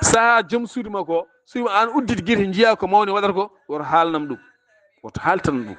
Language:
Fula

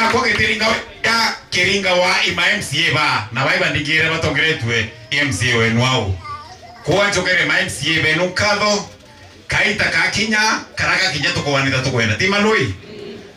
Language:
Meru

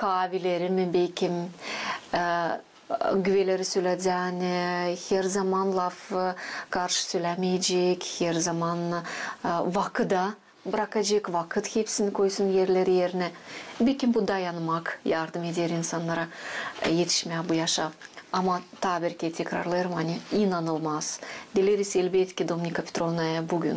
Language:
Gagauz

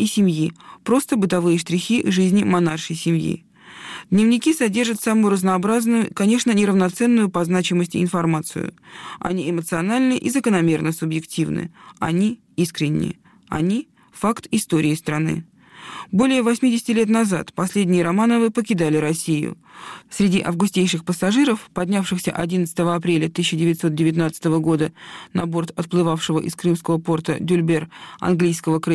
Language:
Russian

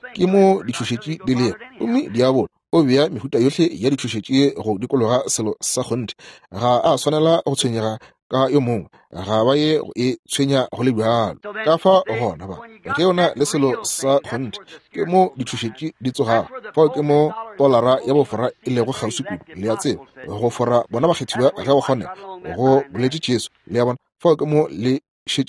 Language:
Northern Sotho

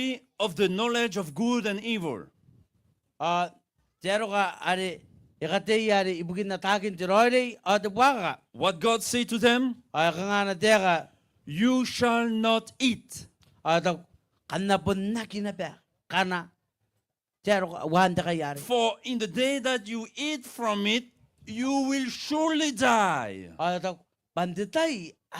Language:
Gilbertese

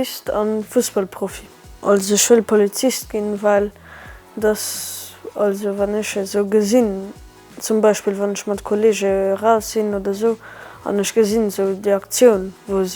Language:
Luxembourgish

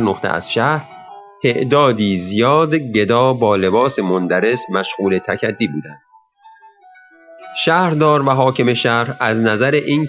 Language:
Persian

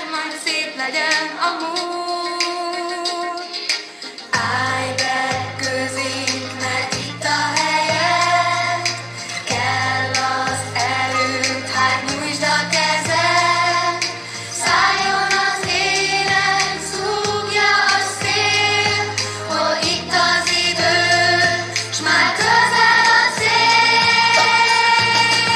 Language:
Hungarian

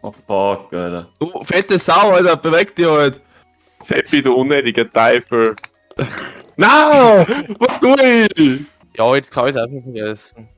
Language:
Bavarian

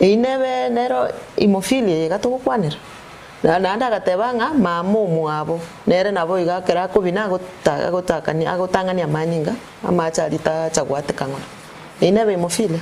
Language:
Gusii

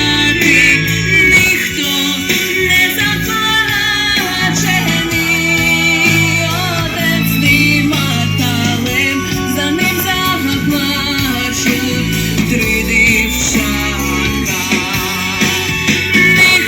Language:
Rusyn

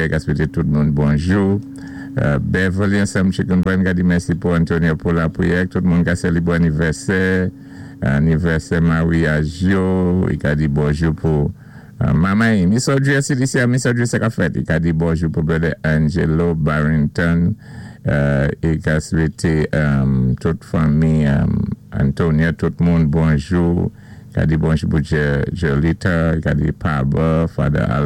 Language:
Saint Lucian Creole French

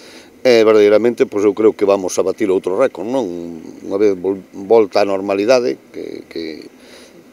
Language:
Galician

